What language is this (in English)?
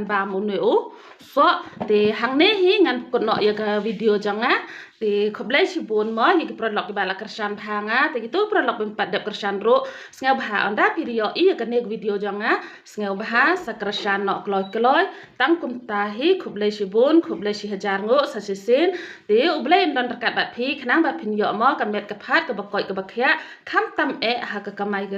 Khasi